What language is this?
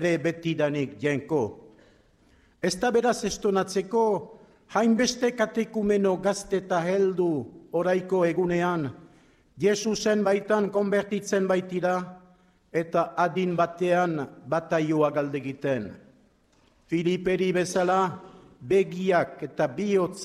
Basque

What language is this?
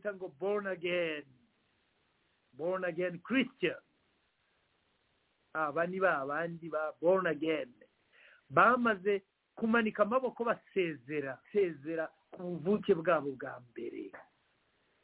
Kinyarwanda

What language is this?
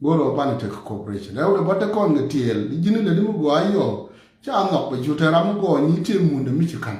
Nuer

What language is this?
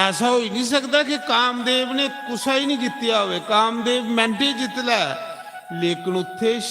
Dogri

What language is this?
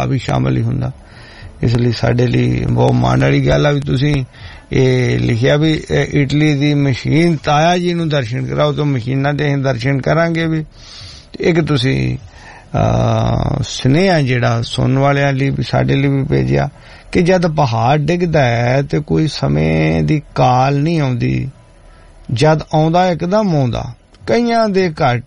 Punjabi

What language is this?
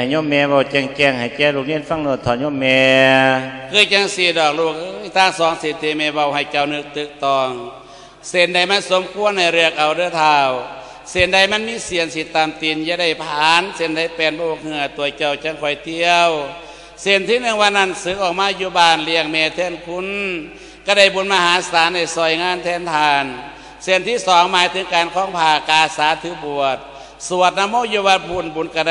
Lao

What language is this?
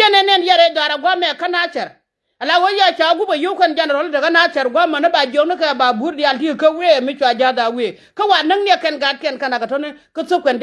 Nuer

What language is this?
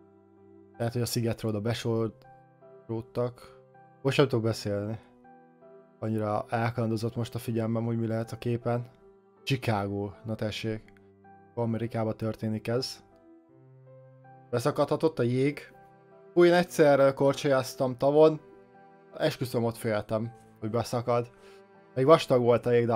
Hungarian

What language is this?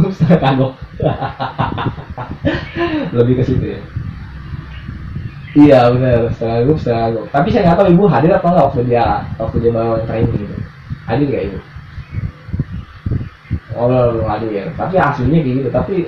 Indonesian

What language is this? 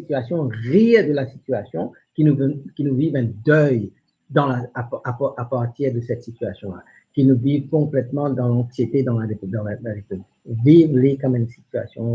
Morisyen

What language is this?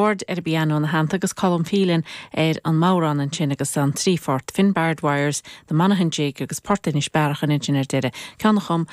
Irish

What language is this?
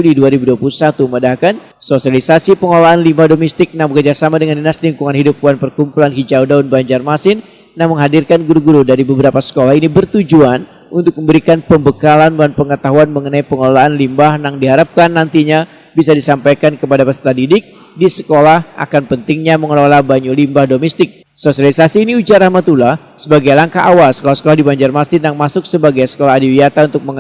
Banjar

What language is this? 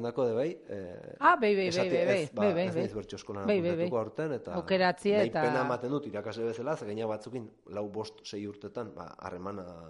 Basque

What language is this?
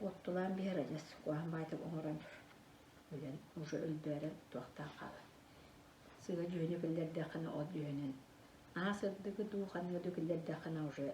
Yakut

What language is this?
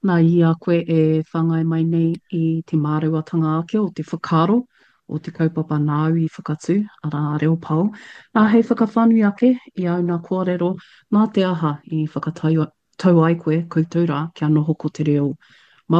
Māori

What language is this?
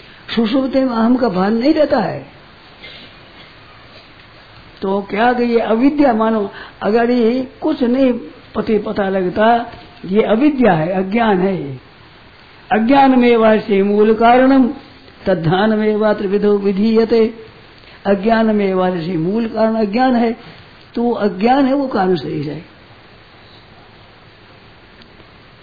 Hindi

